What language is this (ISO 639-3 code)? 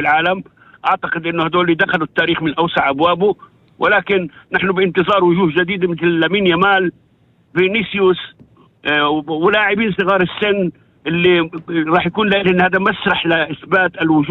apc